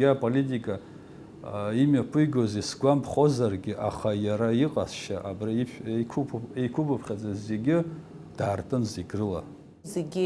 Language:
Abkhazian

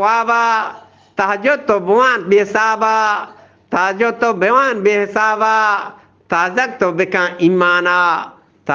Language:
Eastern Balochi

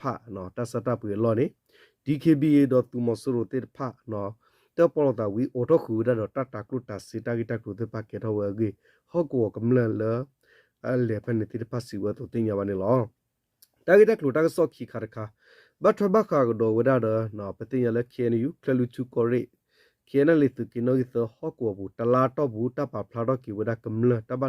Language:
S'gaw Karen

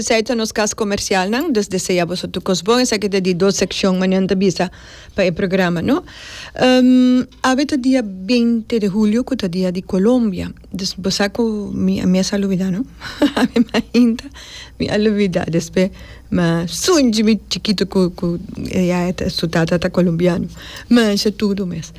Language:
Papiamento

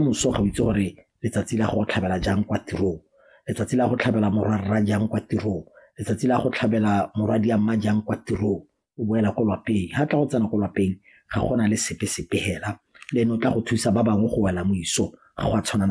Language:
Tswana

